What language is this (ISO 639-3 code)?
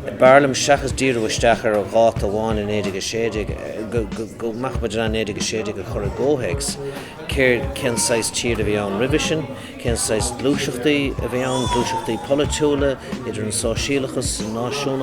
gle